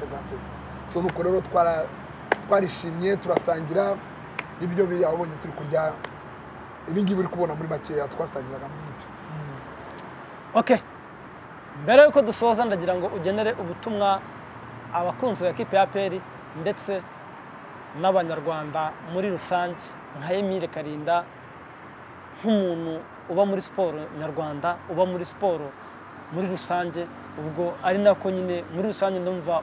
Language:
Kinyarwanda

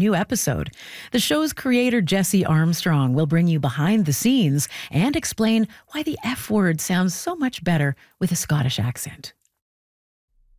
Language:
English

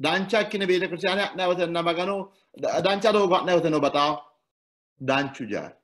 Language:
Sidamo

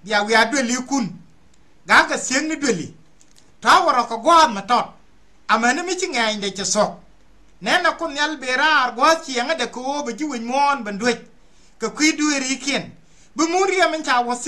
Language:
Nuer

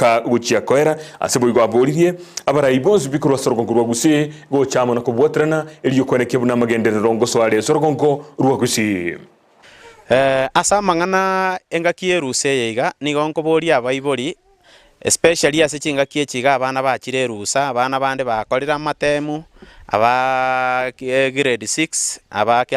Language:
Gusii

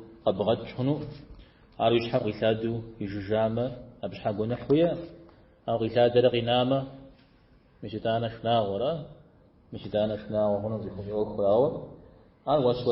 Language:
Kabardian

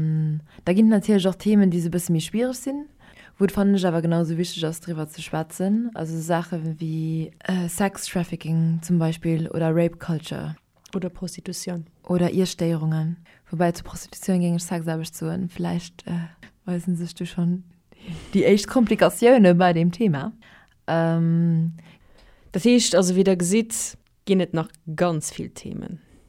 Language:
Luxembourgish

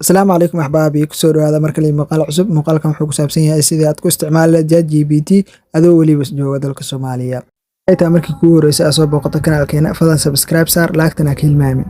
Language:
Somali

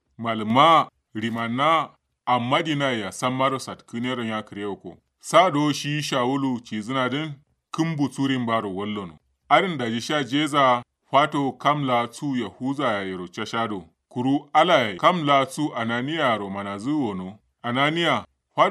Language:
Kanuri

